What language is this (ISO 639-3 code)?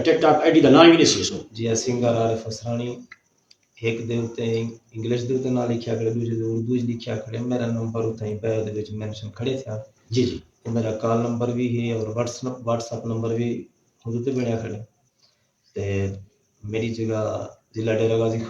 skr